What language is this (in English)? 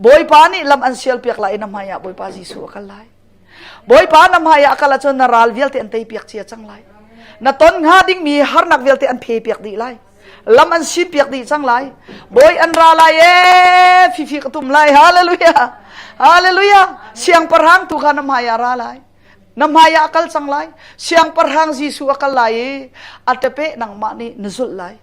Hakha Chin